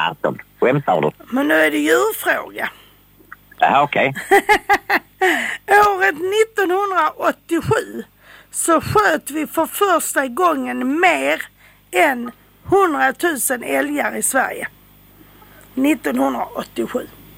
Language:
Swedish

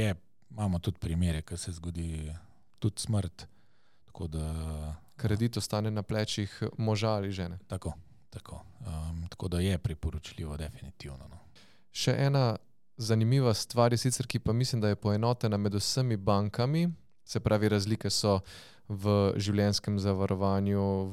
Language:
Slovenian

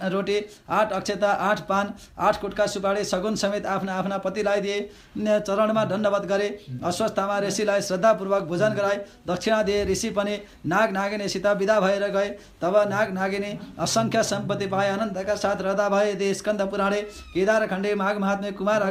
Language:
Nepali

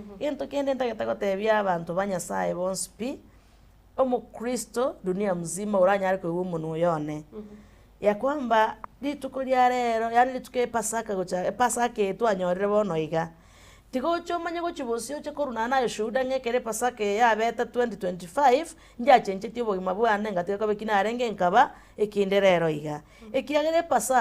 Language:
Gusii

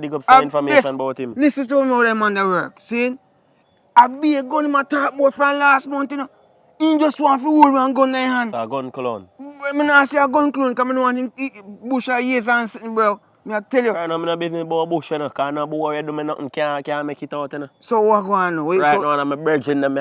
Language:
Jamaican Creole English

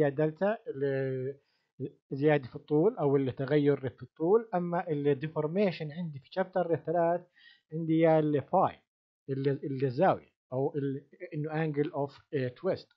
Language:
South Levantine Arabic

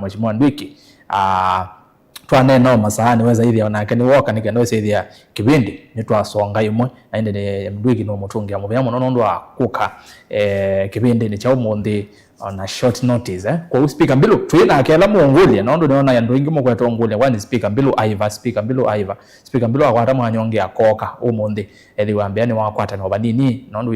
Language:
Kamba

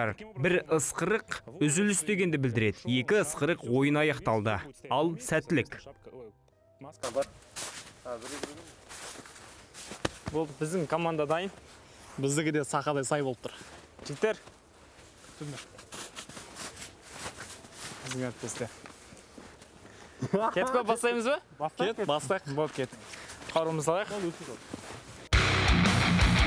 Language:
Kazakh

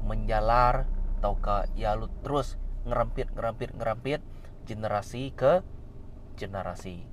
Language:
Iban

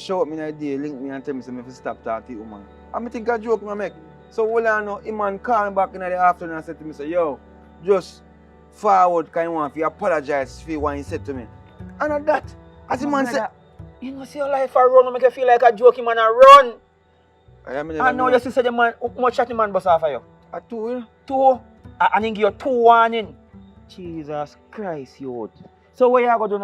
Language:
Jamaican Creole English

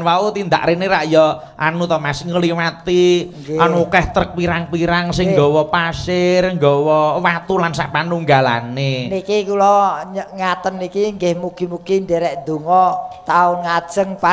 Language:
Javanese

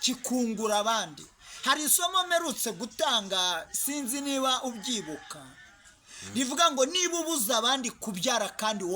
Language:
Kinyarwanda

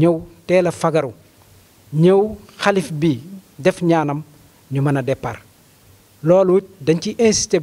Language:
Wolof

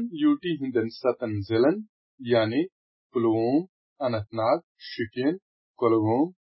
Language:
Kashmiri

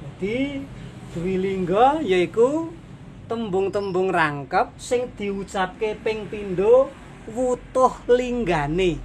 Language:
Javanese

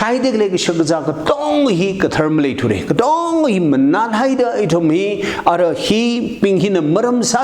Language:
Tangkhul Naga (India)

